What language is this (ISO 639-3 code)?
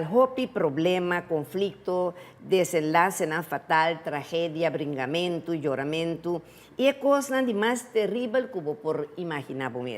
pap